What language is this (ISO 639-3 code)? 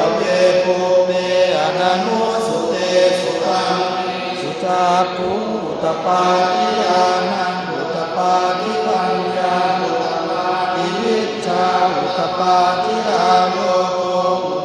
pli